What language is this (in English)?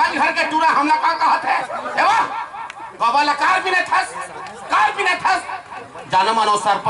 Chhattisgarhi